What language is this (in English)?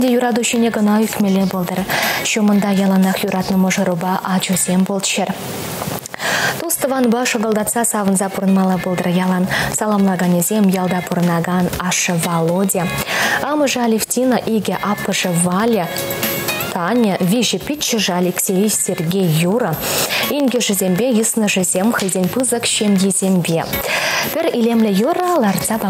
Chuvash